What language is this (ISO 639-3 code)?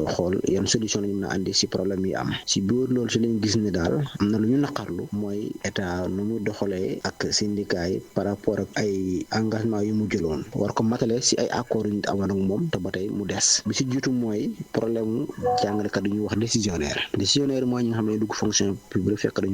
wol